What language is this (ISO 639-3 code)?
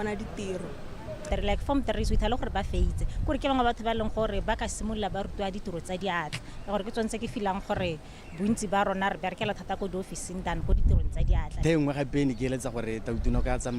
tsn